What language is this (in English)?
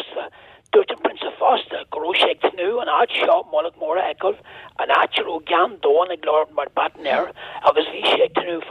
Irish